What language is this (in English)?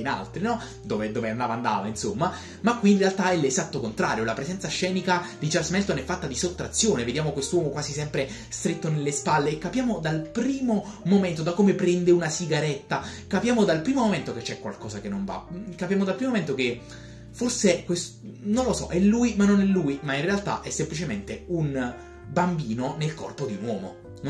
Italian